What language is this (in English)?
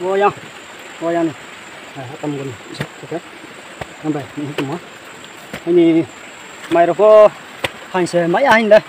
Riang (India)